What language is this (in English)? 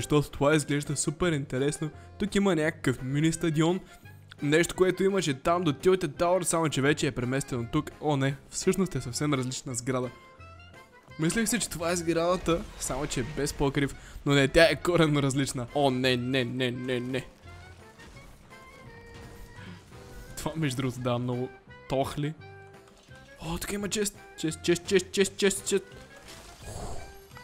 Bulgarian